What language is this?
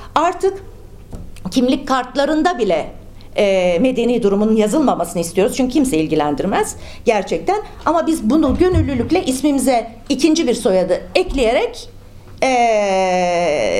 Turkish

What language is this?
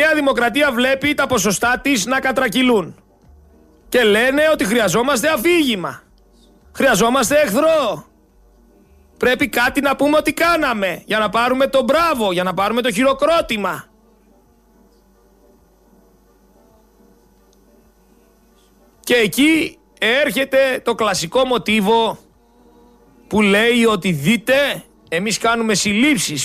Greek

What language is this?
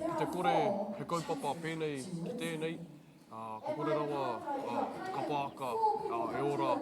Māori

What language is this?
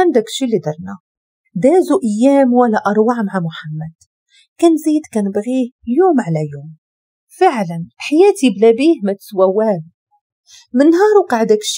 Moroccan Arabic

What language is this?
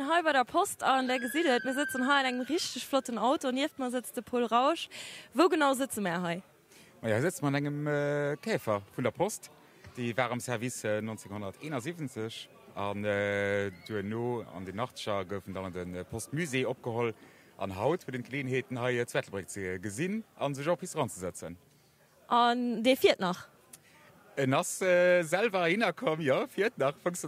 Luxembourgish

